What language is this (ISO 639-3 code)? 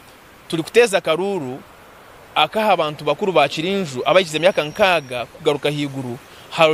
nyn